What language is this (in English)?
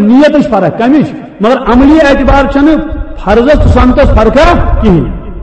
Kashmiri